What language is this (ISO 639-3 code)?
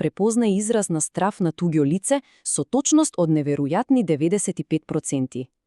mkd